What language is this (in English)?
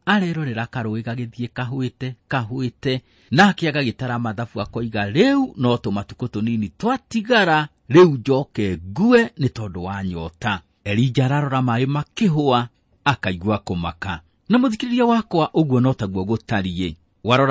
Kikuyu